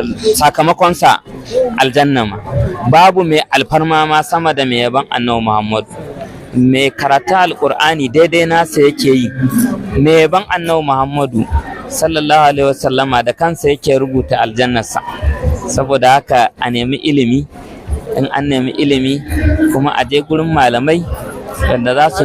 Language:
Hausa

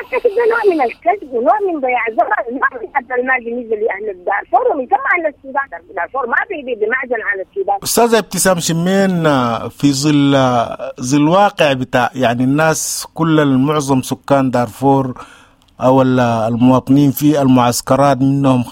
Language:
Sudanese Arabic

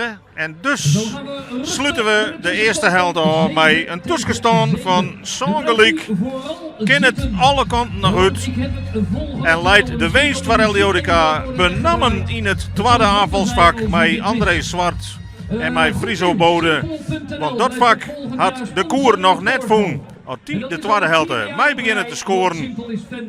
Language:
Western Frisian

